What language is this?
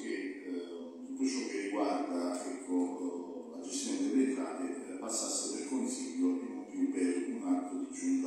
Italian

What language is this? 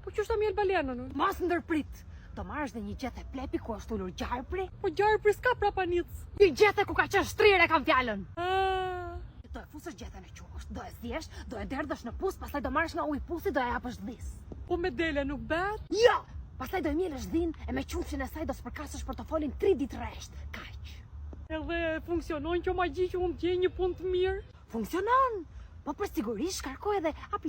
Albanian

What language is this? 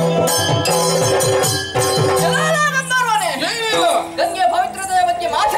Kannada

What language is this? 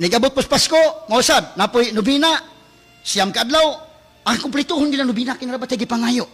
Cebuano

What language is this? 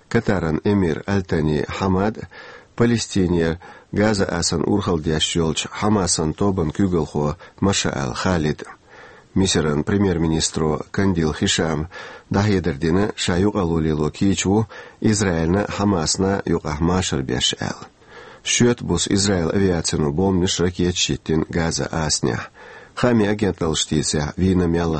Chechen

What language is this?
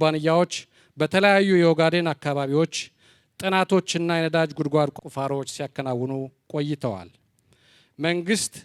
Amharic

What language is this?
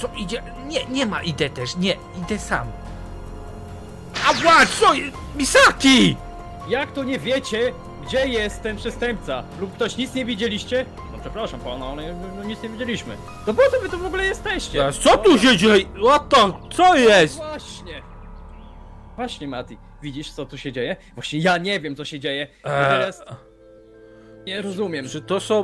Polish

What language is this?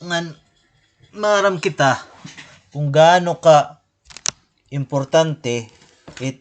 Waray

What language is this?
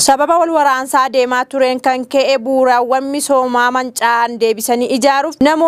Oromo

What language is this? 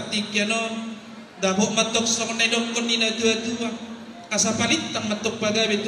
Batak Toba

